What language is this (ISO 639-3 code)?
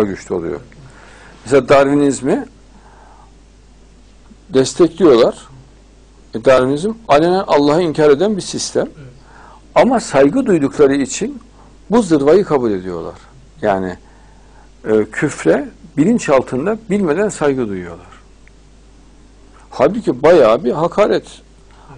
tur